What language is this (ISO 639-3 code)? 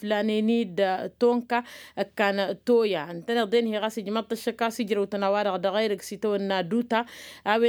taq